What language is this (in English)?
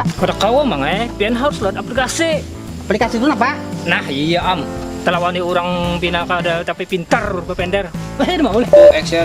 Banjar